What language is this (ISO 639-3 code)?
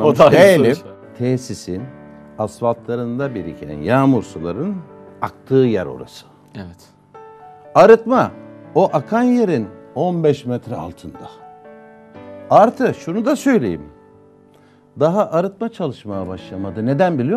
tur